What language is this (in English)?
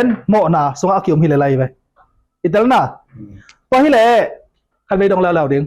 Tedim Chin